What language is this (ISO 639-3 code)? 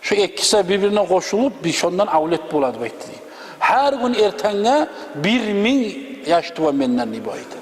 kum